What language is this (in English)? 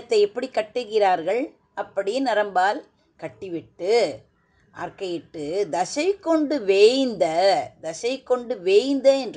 Tamil